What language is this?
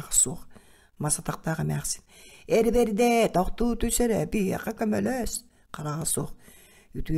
Yakut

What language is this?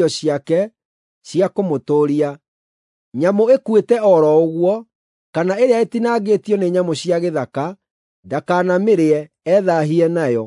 Kikuyu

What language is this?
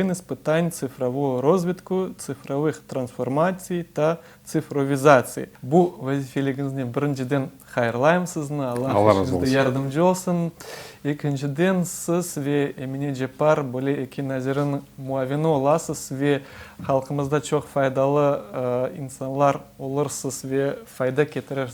Crimean Tatar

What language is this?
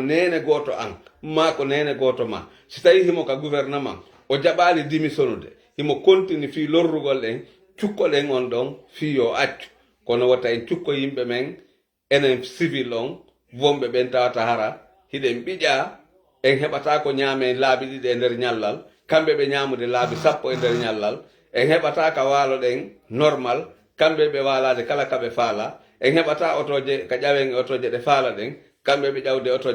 Fula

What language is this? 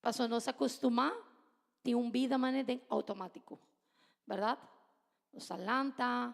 Papiamento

